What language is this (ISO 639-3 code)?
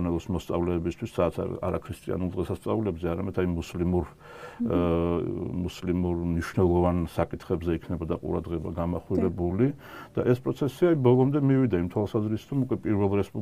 kat